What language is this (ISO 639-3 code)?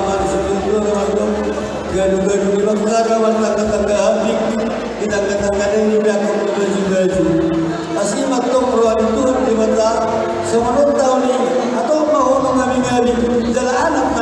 bbc